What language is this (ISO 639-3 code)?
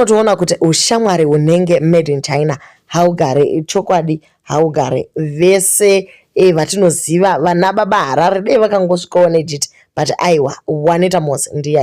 sna